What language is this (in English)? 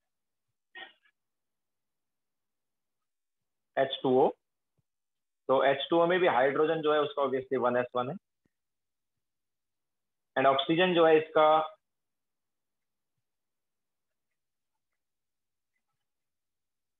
Hindi